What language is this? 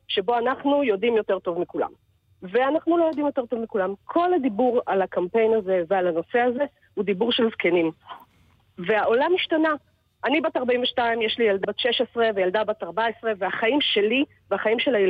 Hebrew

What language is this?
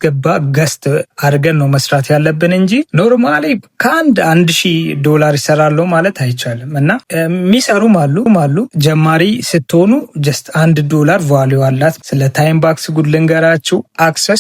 Amharic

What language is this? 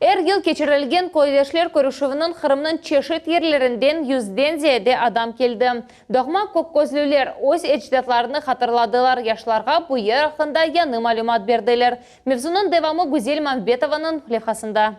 Crimean Tatar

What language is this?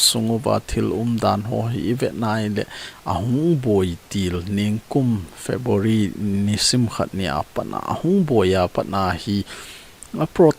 Thado Chin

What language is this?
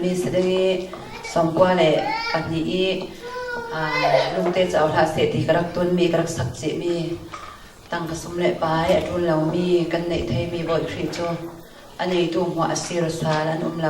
Falam Chin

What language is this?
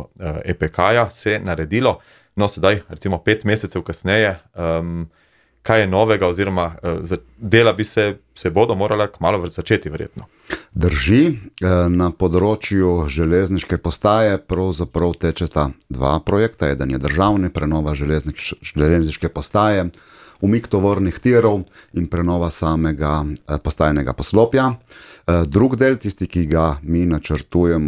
Slovenian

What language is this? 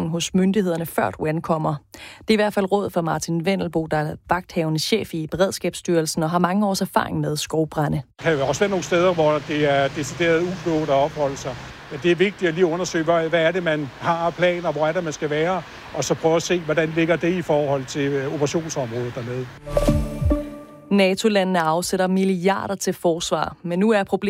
Danish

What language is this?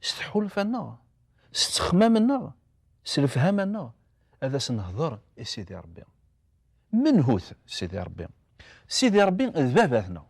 Kabyle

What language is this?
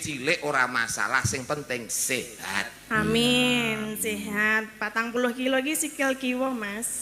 Javanese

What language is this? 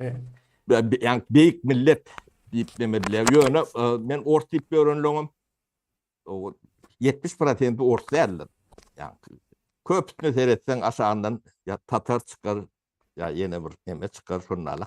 Turkmen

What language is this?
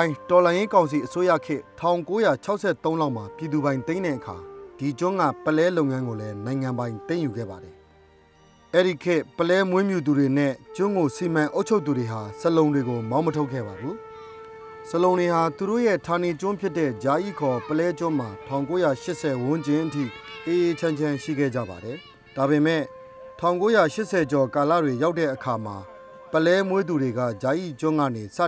Burmese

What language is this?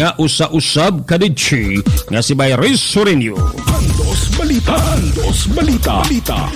Cebuano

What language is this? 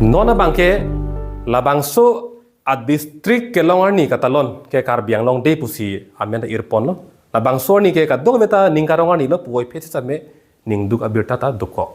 Karbi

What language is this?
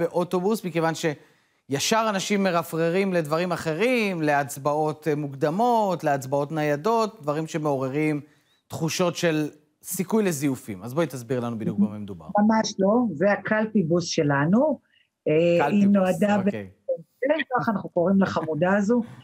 Hebrew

